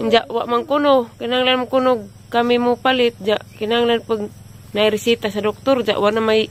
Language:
Cebuano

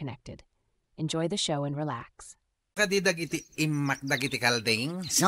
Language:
Iloko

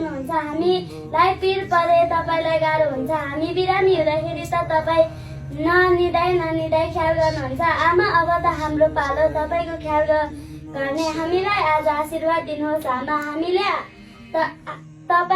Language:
Nepali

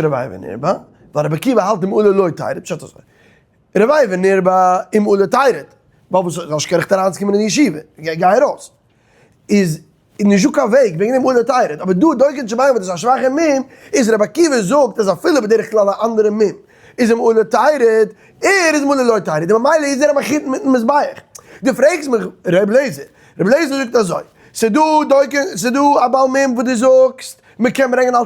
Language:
Yiddish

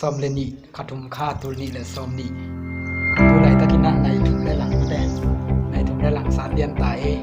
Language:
Tedim Chin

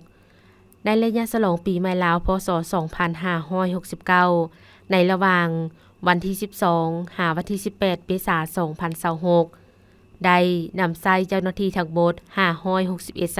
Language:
Lao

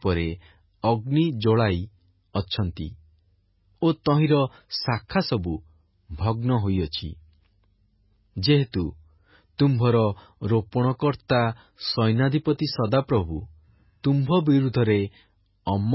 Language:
Odia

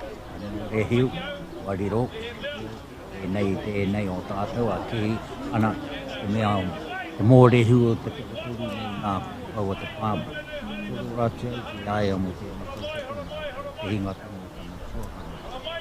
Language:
Māori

